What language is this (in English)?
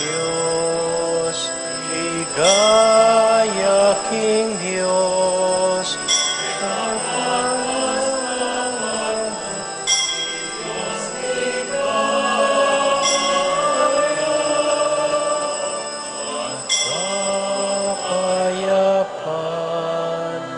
Pampanga